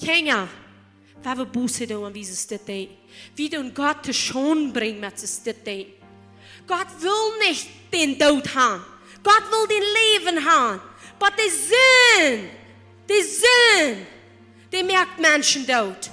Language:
Plautdietsch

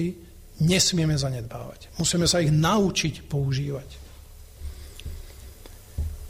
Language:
Slovak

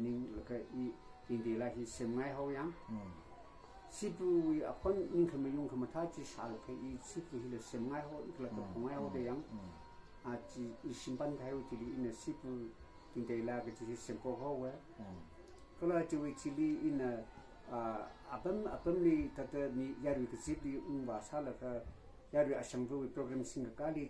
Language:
Tangkhul Naga (India)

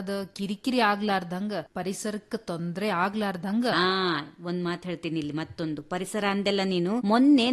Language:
Kannada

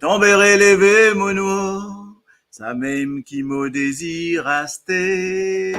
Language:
Morisyen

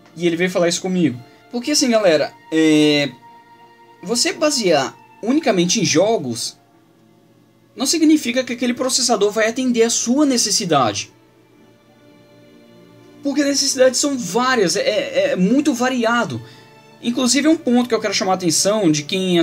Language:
Portuguese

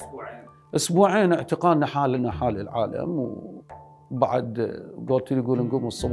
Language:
Mesopotamian Arabic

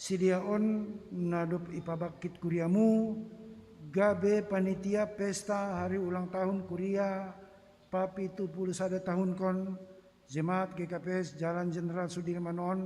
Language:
Batak Simalungun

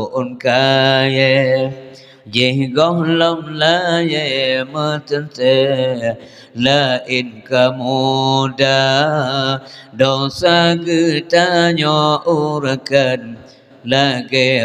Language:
Achinese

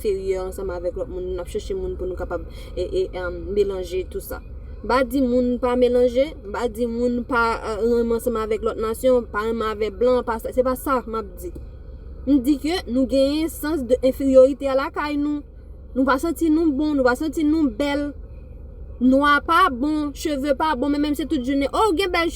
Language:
Haitian Creole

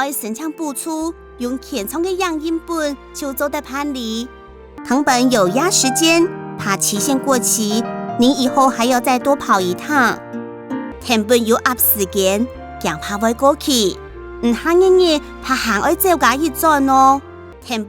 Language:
Hakka Chinese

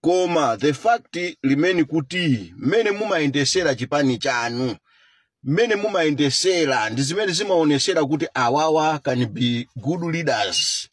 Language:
Nyanja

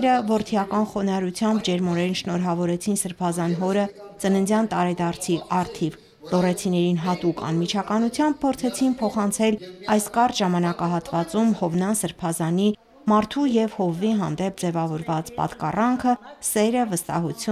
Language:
Armenian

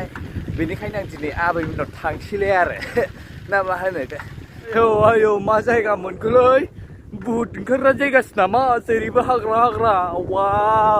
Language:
Bodo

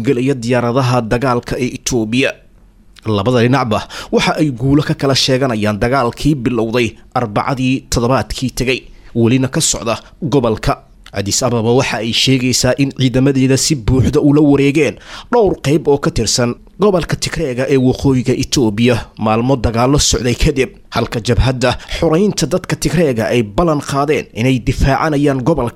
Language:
Somali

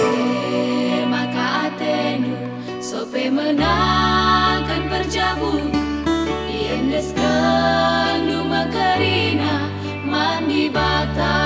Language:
Batak Karo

